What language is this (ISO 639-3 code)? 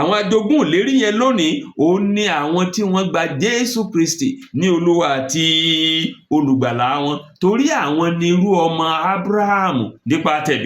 yor